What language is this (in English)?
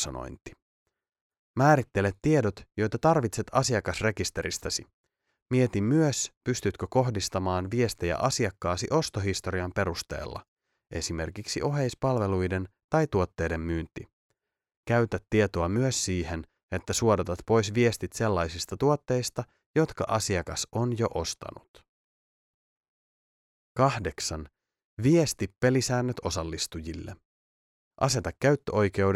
Finnish